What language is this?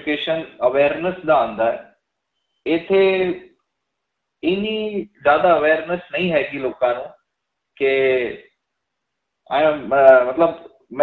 Punjabi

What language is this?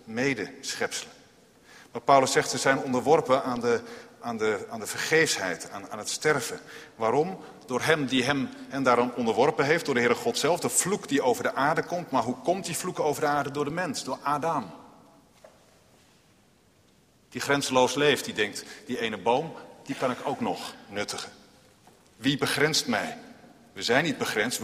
Dutch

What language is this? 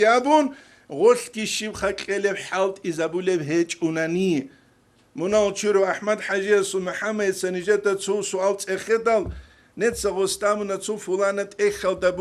Avaric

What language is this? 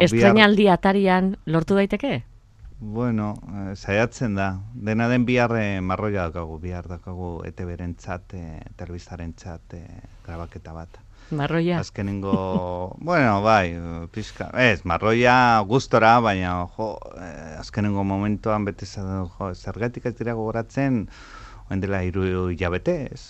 Basque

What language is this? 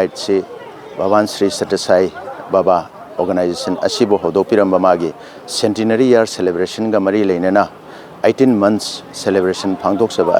Manipuri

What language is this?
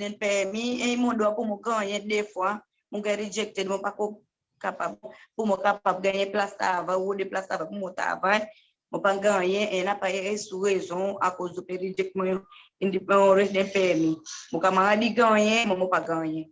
Seselwa Creole French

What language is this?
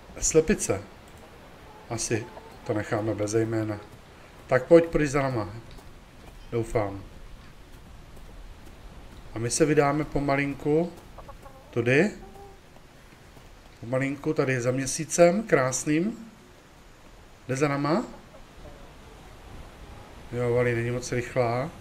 Czech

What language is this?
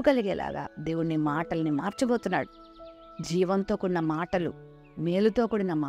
Telugu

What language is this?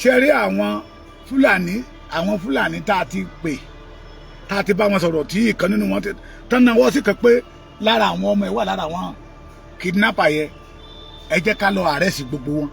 Yoruba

